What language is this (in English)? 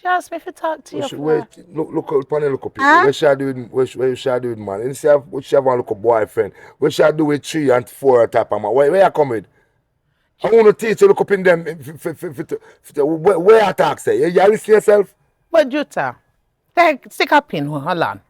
Jamaican Creole English